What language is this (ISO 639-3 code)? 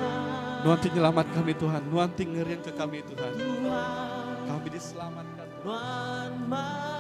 iba